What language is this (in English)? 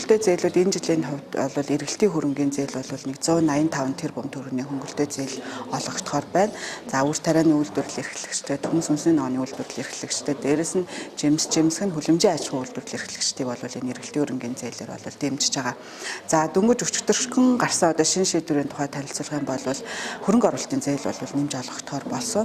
Mongolian